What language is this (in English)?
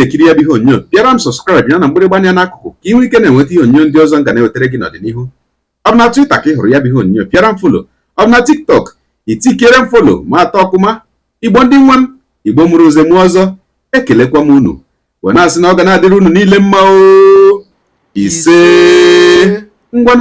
Igbo